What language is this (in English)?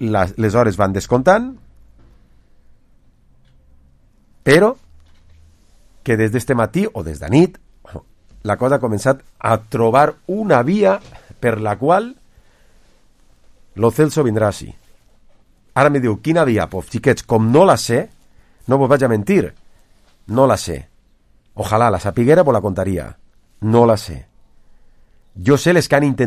Catalan